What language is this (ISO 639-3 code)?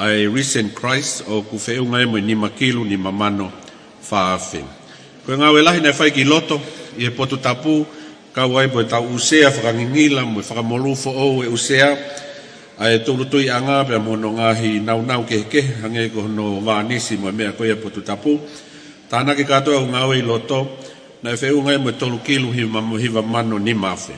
ton